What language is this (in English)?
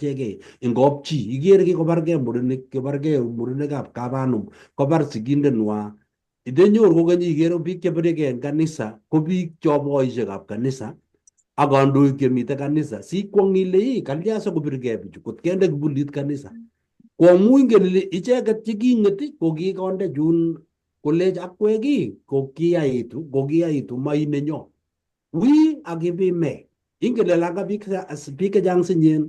Kalenjin